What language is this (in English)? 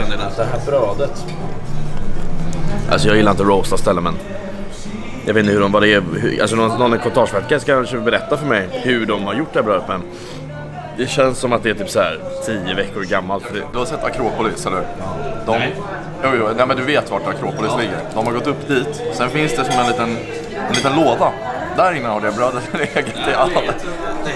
Swedish